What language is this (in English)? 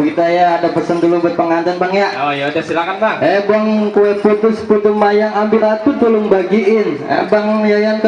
Betawi